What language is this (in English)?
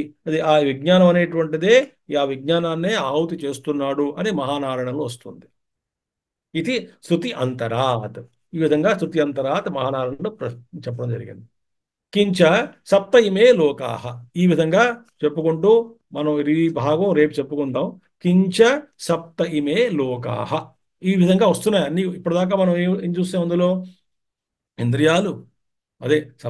Telugu